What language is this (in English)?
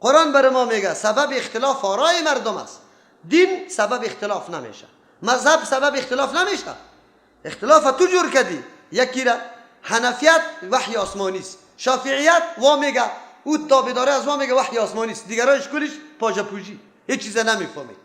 Persian